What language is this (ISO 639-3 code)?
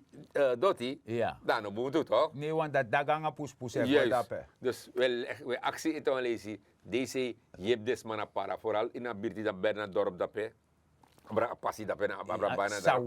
srn